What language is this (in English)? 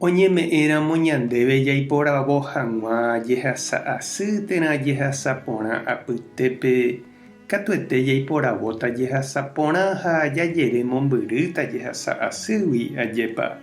Guarani